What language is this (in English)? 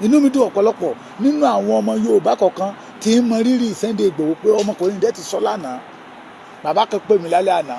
Yoruba